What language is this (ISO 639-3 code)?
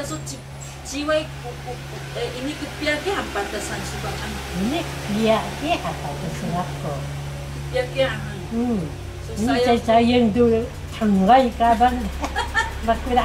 trv